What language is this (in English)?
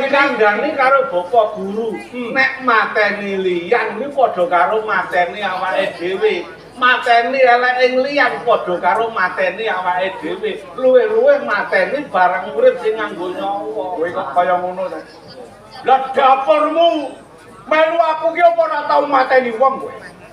Javanese